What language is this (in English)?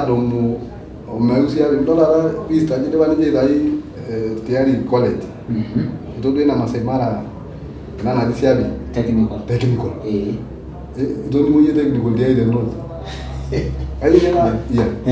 Masai